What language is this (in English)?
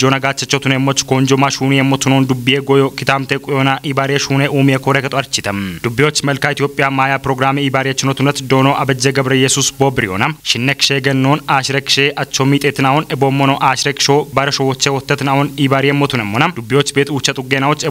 Kafa